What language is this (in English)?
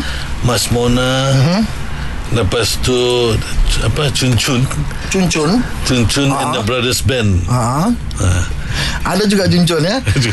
Malay